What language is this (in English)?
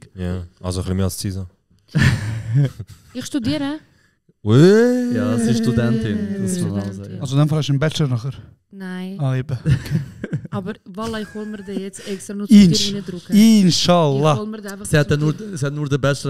Swiss German